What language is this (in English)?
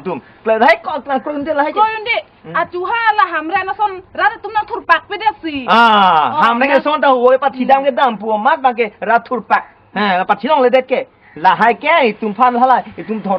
Karbi